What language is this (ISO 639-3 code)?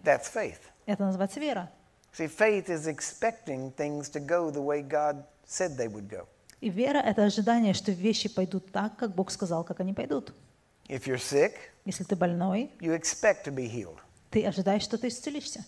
rus